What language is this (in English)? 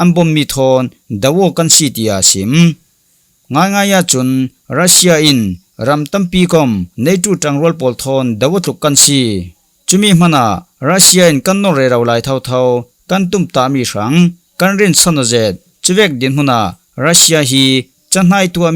Falam Chin